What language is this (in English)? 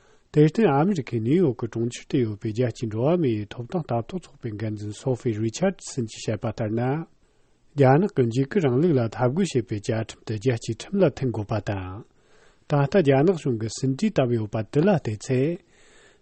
Tibetan